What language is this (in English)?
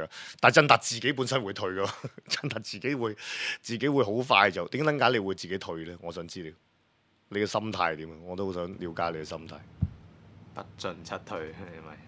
Cantonese